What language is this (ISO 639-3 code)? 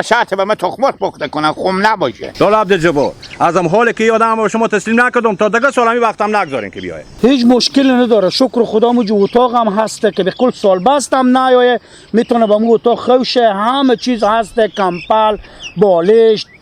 haz